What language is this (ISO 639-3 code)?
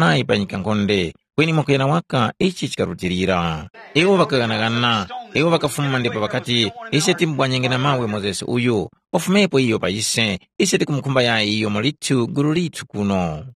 tum